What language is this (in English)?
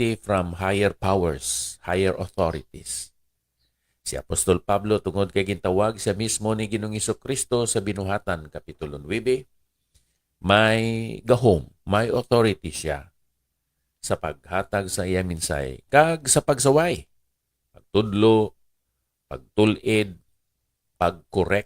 Hiligaynon